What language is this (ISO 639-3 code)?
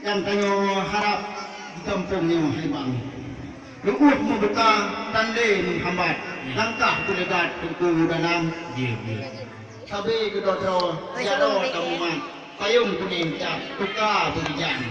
ace